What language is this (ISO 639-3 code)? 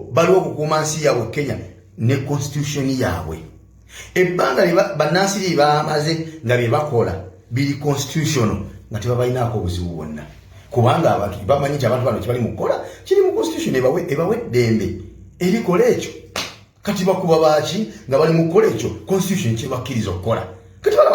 lug